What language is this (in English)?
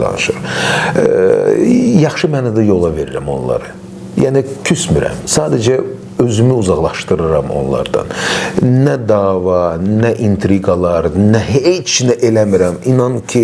Azerbaijani